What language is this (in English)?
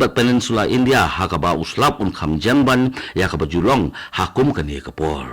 Khasi